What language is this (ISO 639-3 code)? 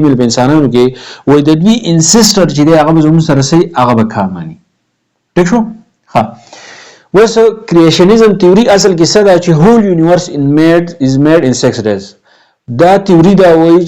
pus